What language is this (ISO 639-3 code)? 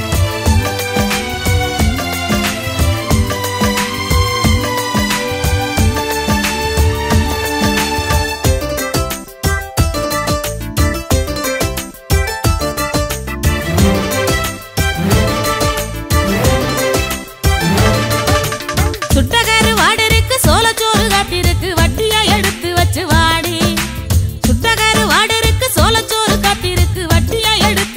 tam